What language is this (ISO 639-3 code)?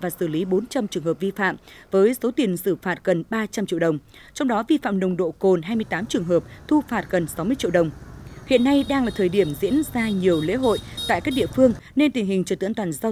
vie